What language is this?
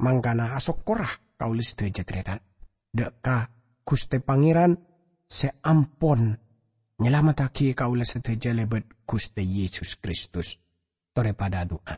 Madurese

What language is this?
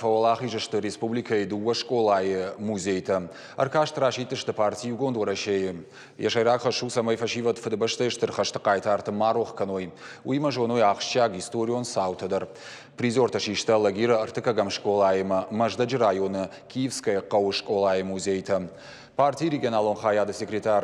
Ossetic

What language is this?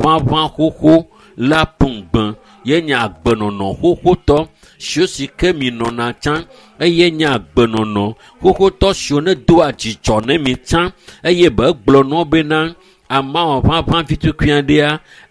Ewe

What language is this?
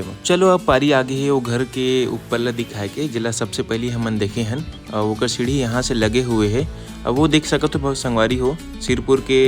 Chhattisgarhi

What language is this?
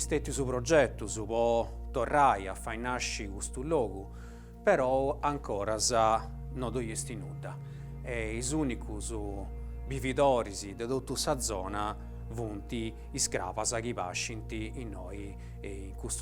Sardinian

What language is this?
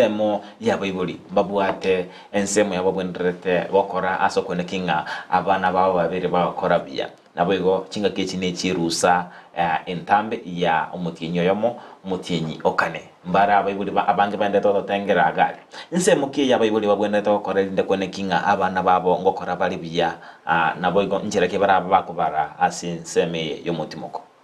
Gusii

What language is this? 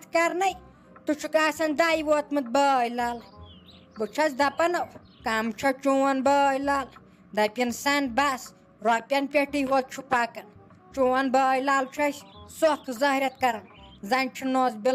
Kashmiri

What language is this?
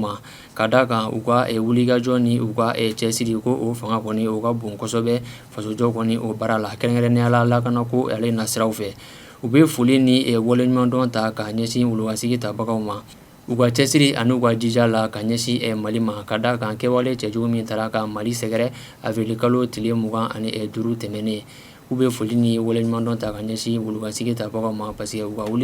Bambara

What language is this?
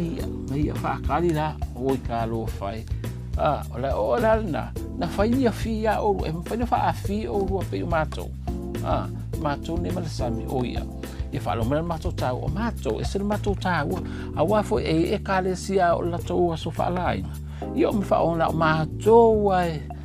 Samoan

